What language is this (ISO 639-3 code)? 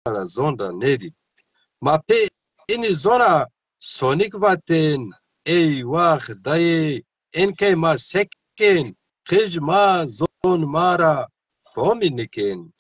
zza